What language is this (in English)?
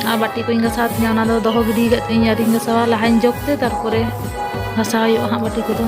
Santali